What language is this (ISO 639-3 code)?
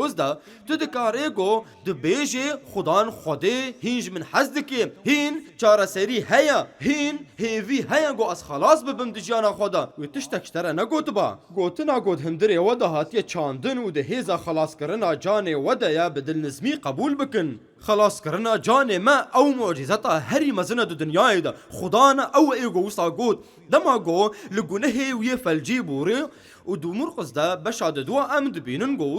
kur